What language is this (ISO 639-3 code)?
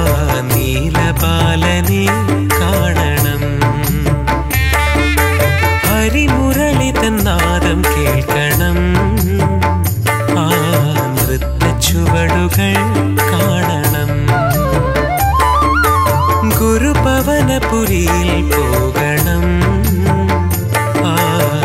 mal